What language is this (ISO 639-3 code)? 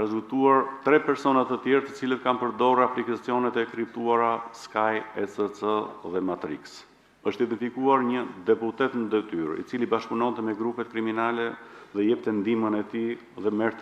sqi